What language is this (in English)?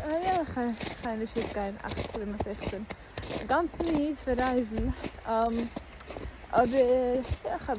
Yiddish